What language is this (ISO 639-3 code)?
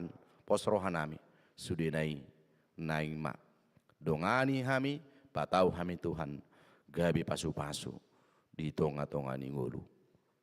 bbc